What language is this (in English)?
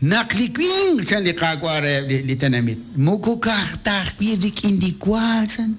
Kekchí